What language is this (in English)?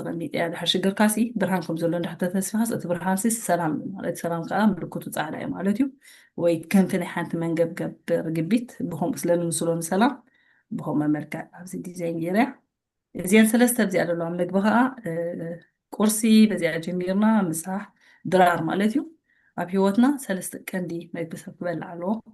Tigrinya